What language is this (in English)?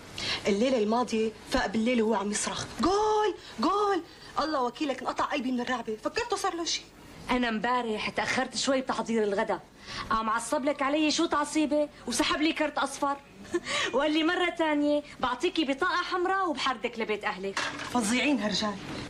North Levantine Arabic